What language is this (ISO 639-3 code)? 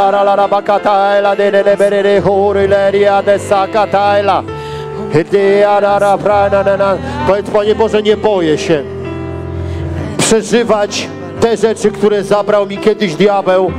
pol